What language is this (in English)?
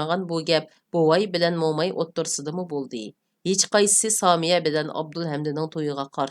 Uyghur